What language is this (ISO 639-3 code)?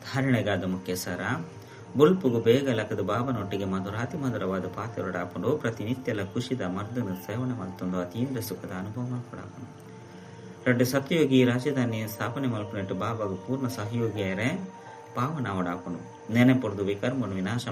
tcy